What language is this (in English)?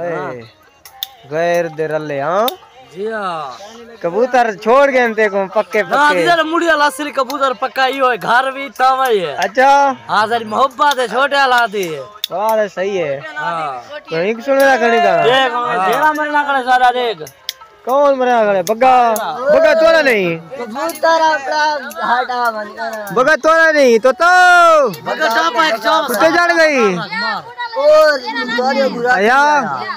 Saraiki